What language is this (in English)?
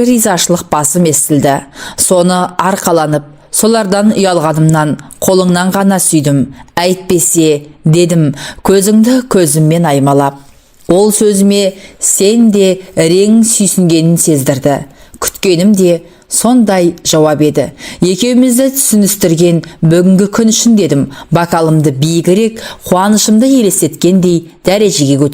Kazakh